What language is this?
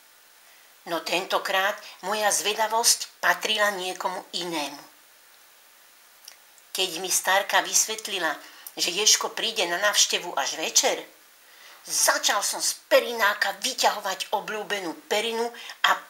Slovak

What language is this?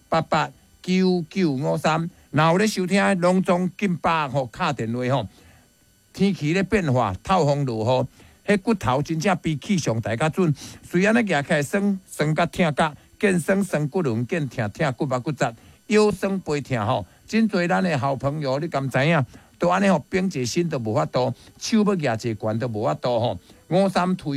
Min Nan Chinese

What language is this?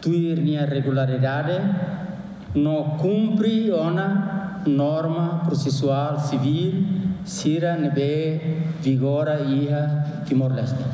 Tetum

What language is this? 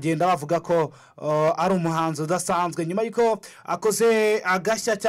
Kinyarwanda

